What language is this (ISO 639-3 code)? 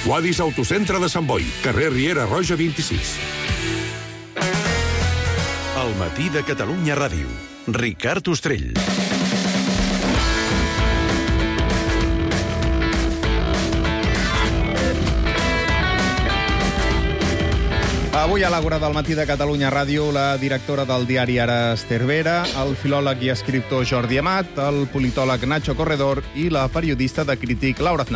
cat